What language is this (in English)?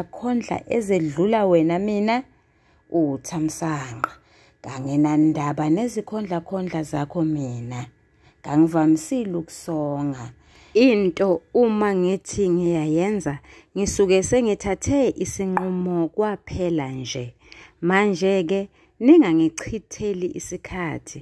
Zulu